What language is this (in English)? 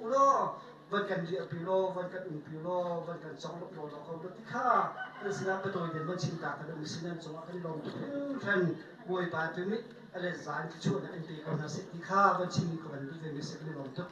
Hakha Chin